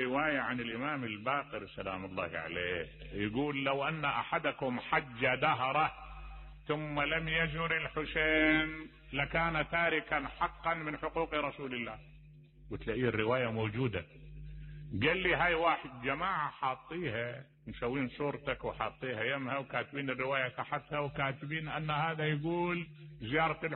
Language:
Mesopotamian Arabic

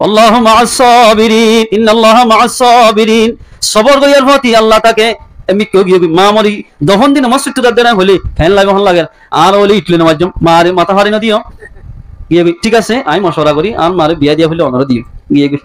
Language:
Rohingya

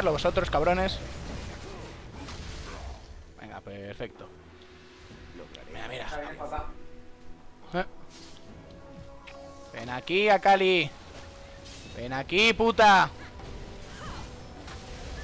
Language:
Spanish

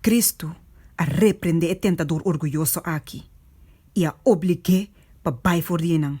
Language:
Papiamento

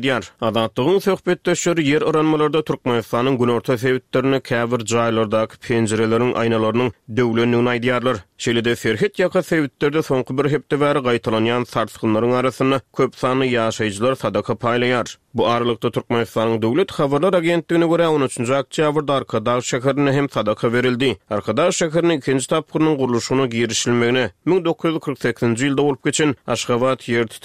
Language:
Turkmen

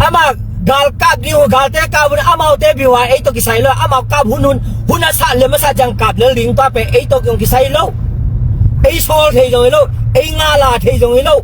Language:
Tedim Chin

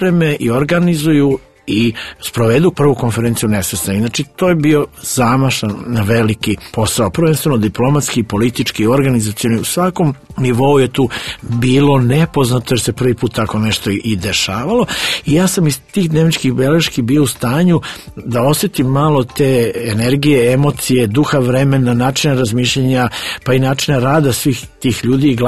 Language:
Serbian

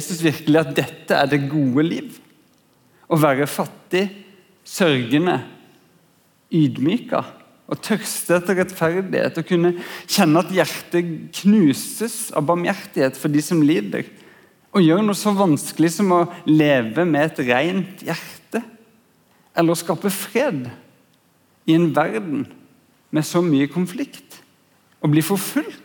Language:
Norwegian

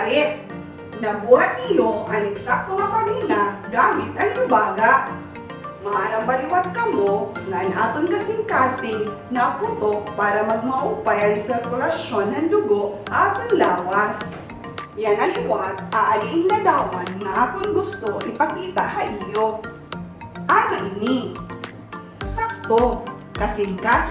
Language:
Waray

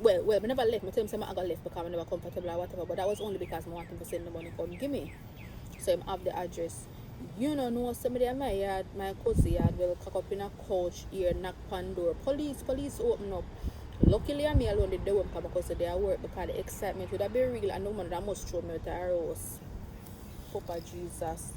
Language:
Jamaican Creole English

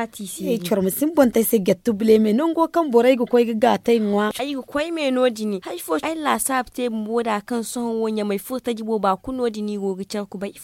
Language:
Zarma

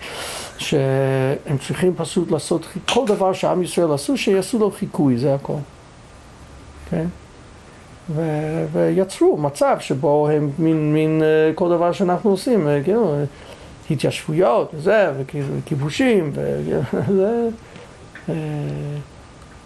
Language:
Hebrew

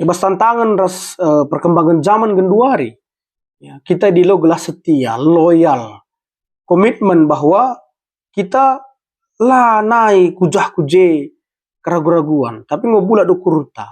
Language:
Batak Karo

